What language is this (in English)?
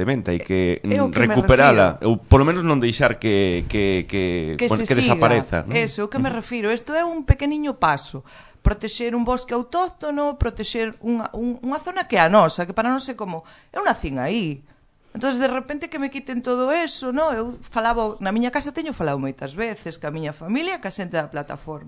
Galician